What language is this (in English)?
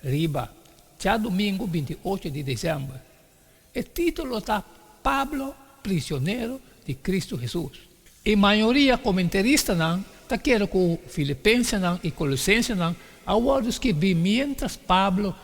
Papiamento